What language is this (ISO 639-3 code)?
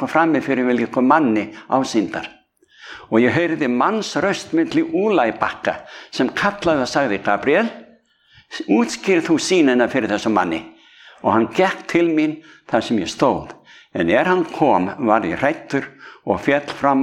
isl